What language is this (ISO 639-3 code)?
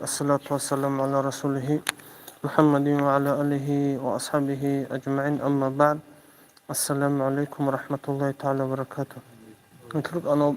ava